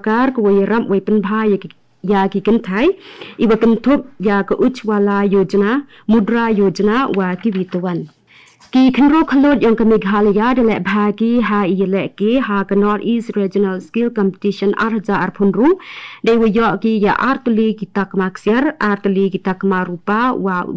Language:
Garo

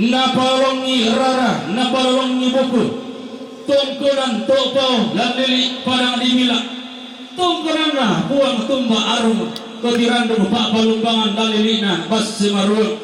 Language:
Toraja-Sa'dan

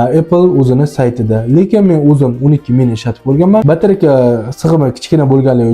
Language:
Uzbek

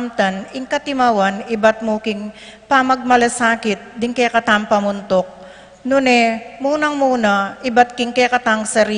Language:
Pampanga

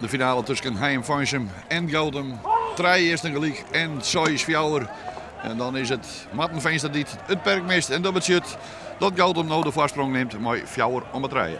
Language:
Western Frisian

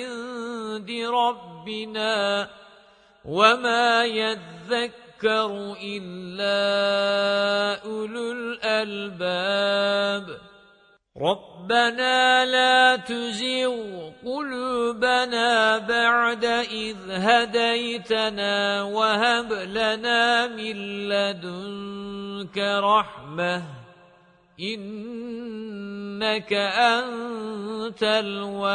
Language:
Arabic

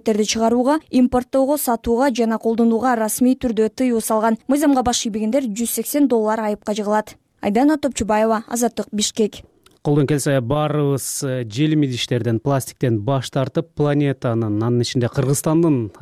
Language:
Kyrgyz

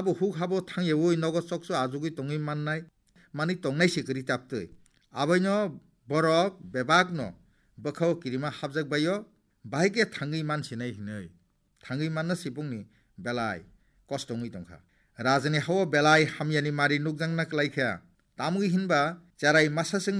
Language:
Kok Borok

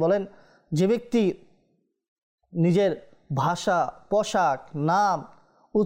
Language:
Bangla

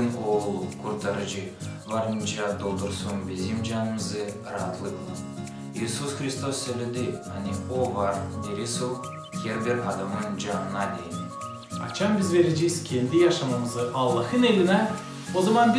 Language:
Gagauz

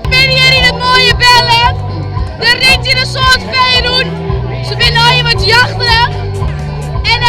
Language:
Western Frisian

